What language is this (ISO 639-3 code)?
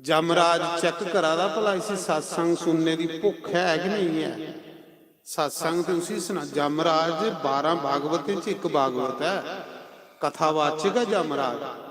doi